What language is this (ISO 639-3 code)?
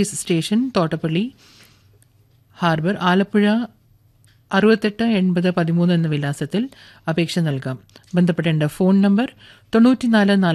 mal